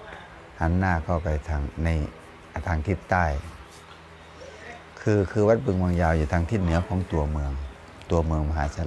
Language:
Thai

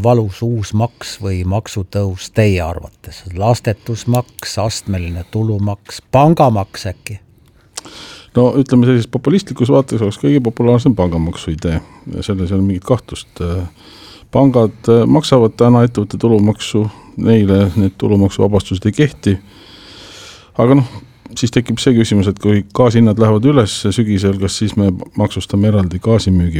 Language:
Estonian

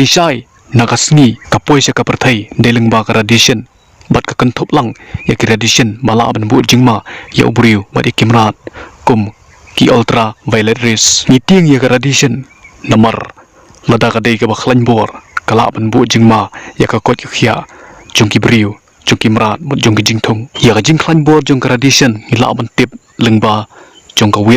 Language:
Khasi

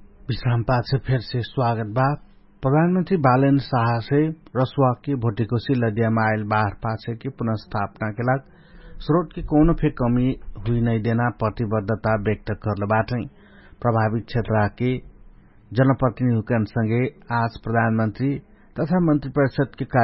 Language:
Dangaura Tharu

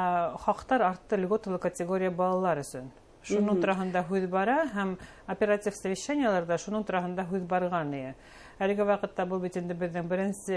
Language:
Bashkir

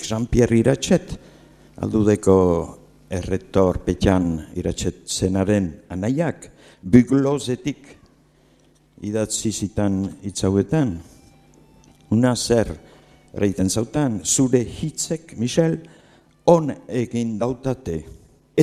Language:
Basque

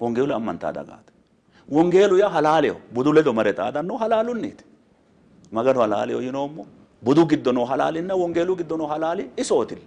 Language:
Sidamo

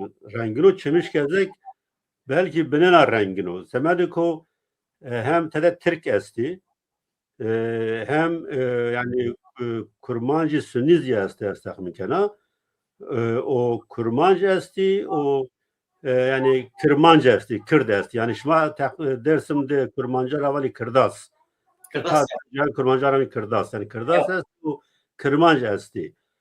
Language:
Zaza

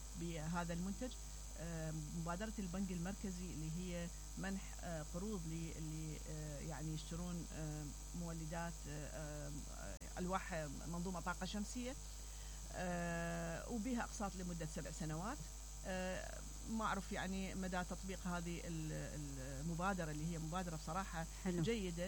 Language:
Mesopotamian Arabic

